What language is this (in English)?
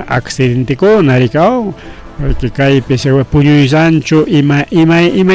Ayacucho Quechua